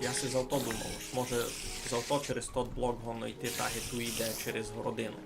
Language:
Rusyn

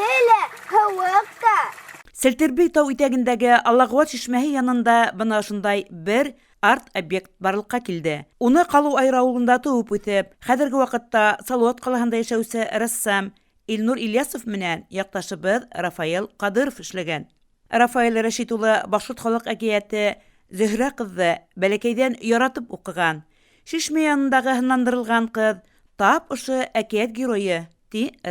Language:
Bashkir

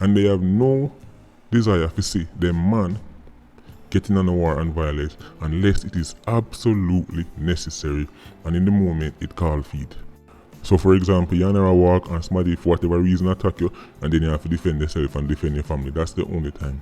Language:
Jamaican Creole English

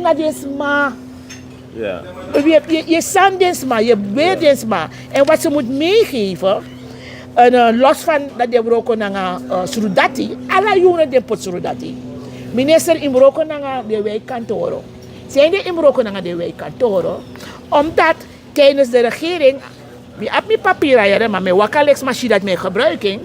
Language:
Sranan Tongo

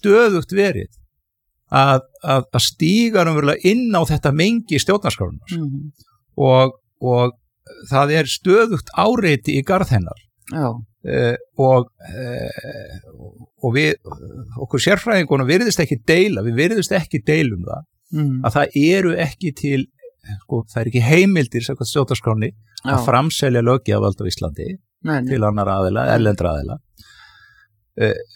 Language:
Icelandic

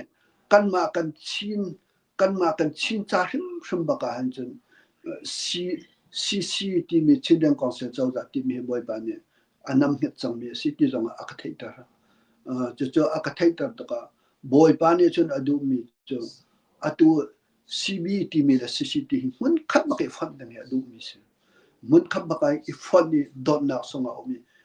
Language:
Hakha Chin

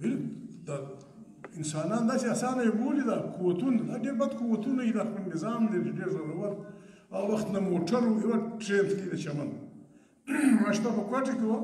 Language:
Pashto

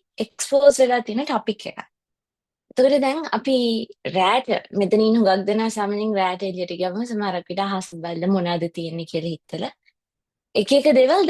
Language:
Sinhala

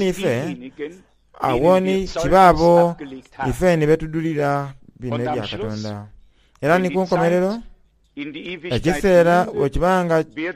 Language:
Soga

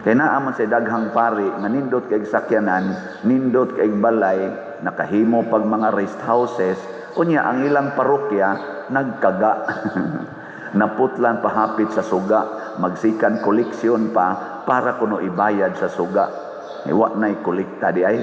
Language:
Cebuano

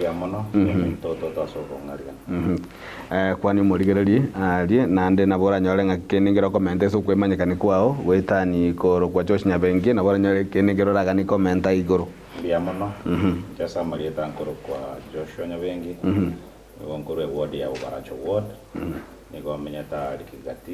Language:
Gusii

